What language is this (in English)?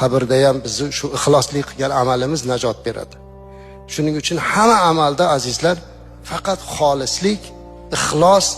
Uzbek